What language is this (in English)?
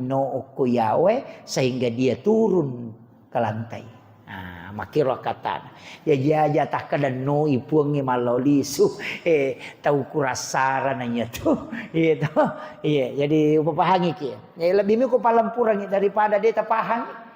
Buginese